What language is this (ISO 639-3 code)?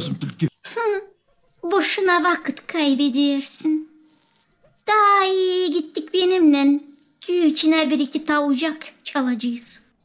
gag